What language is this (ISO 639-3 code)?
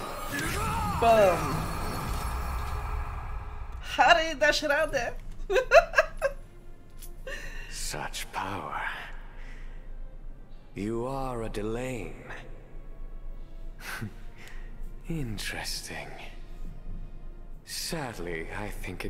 pol